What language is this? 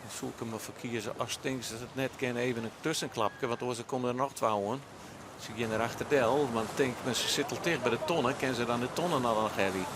Western Frisian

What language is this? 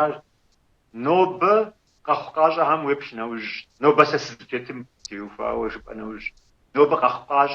Kabardian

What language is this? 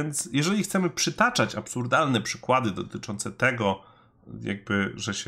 Polish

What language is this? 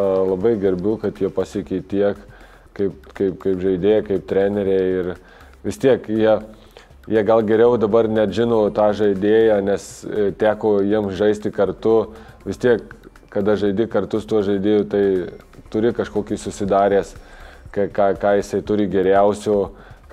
Lithuanian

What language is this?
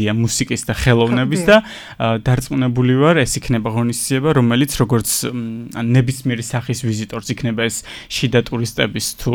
Georgian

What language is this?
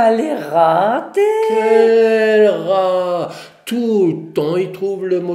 Réunion Creole French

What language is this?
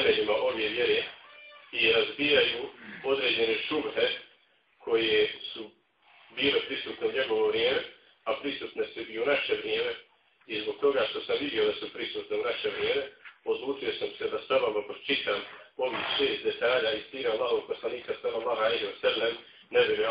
Bosnian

